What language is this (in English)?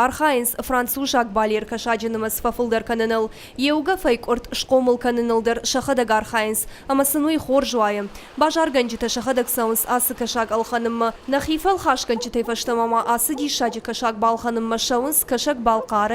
Ossetic